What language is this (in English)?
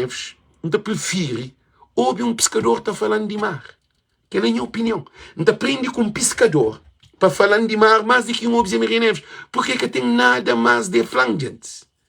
Kabuverdianu